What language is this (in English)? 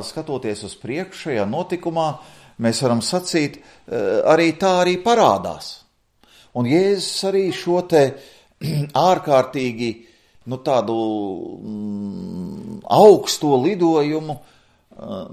Latvian